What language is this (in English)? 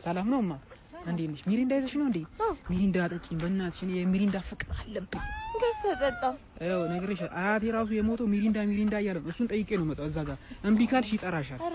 Amharic